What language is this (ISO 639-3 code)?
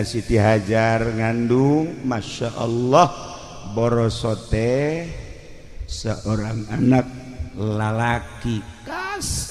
sun